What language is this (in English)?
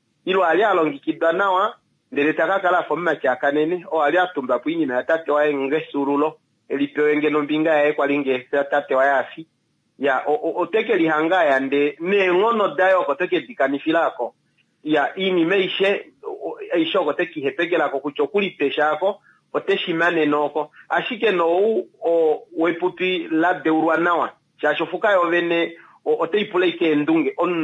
Kuanyama